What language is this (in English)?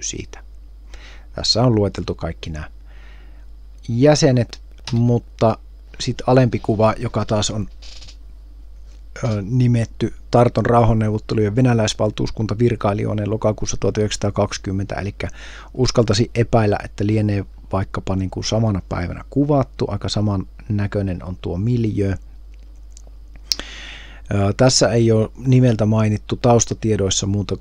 Finnish